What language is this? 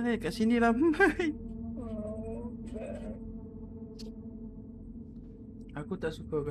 Malay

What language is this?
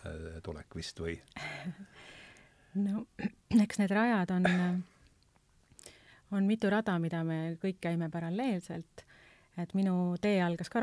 Estonian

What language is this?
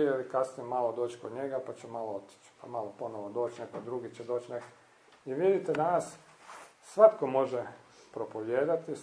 Croatian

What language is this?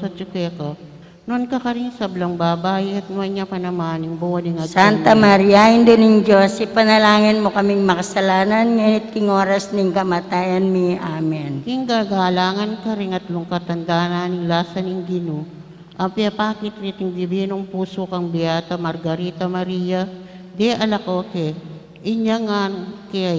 Pampanga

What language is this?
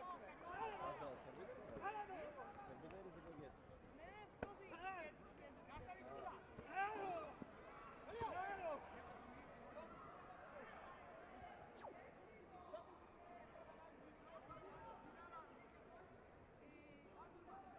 Bulgarian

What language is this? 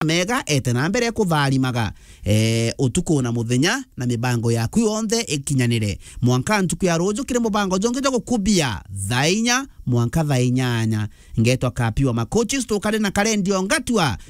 Meru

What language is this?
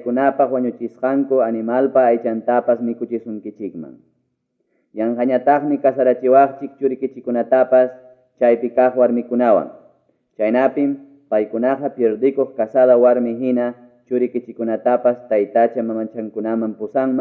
Ayacucho Quechua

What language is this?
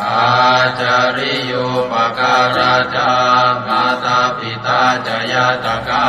Pali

